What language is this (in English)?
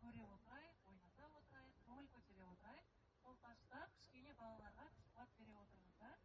Kazakh